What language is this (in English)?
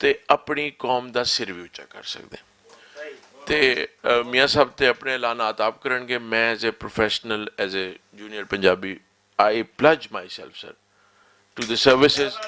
Western Panjabi